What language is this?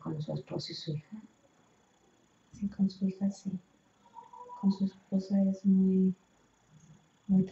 Spanish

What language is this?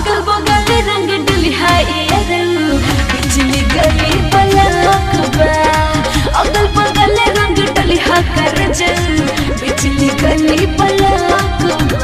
Bhojpuri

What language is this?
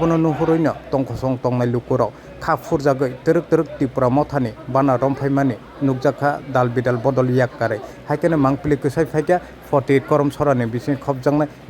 Kok Borok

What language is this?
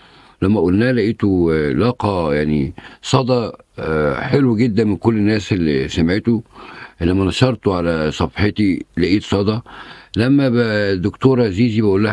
Egyptian Arabic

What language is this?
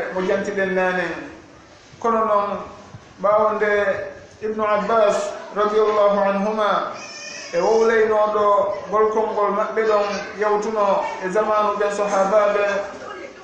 Fula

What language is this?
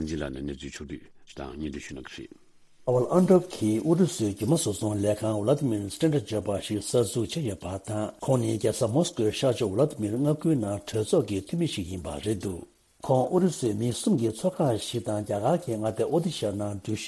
Tibetan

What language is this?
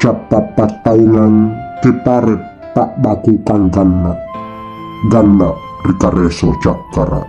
Makasar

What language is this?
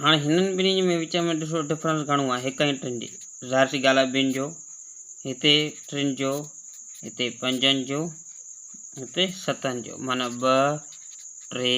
Sindhi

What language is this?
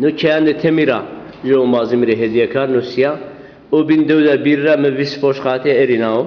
Zaza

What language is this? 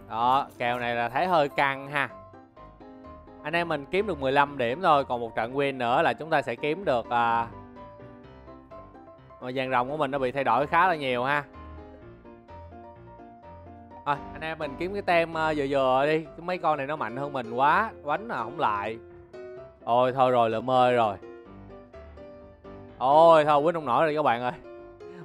Vietnamese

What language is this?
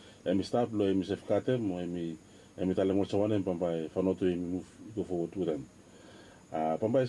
Bislama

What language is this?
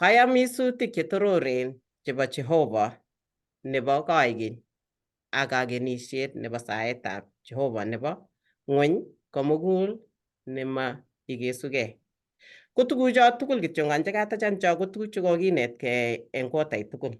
Kalenjin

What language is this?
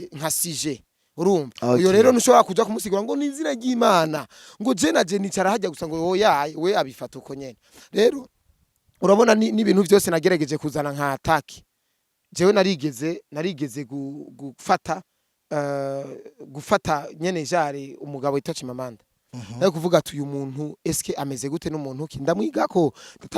Rundi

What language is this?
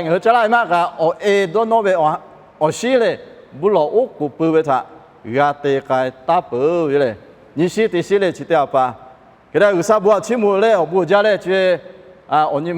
Lahu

